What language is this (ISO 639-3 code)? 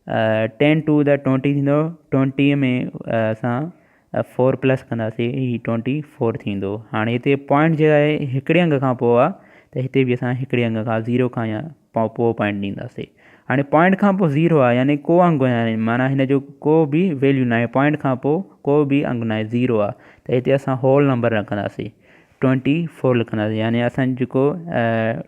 snd